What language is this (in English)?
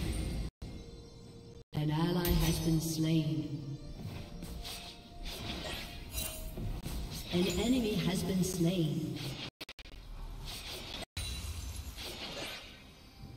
English